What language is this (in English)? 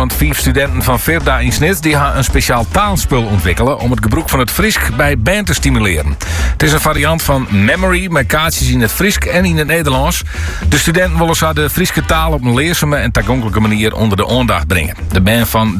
Dutch